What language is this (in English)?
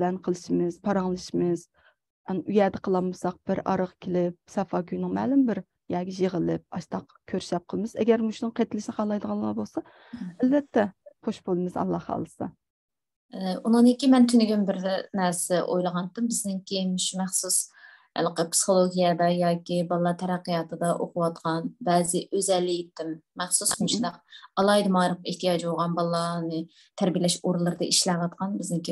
Uyghur